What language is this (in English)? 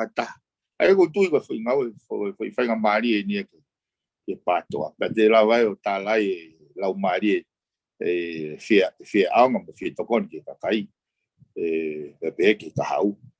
Tongan